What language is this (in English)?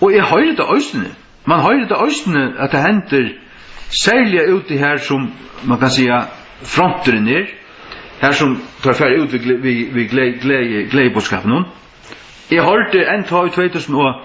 Faroese